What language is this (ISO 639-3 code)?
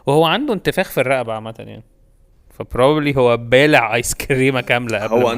arz